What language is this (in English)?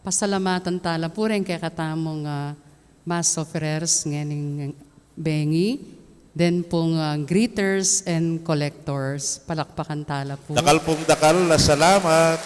Pampanga